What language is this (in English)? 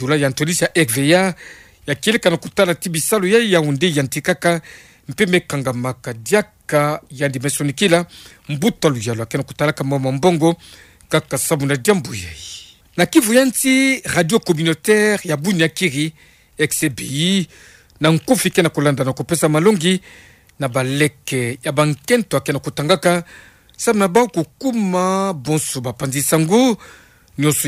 Kituba (Democratic Republic of Congo)